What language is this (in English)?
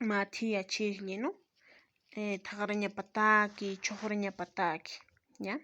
Aymara